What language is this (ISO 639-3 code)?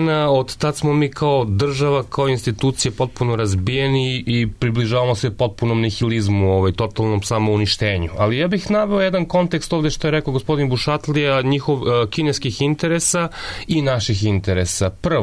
srp